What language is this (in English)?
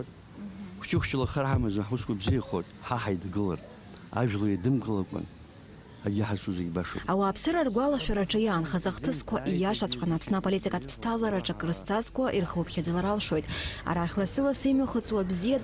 Abkhazian